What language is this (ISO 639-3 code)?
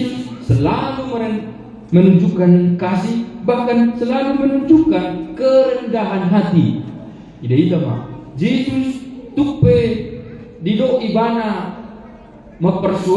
bbc